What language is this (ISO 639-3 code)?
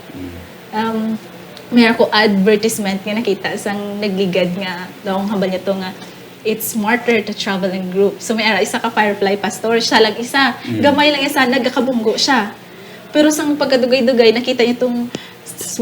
hil